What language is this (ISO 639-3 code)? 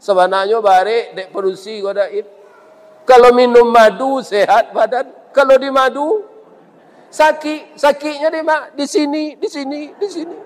min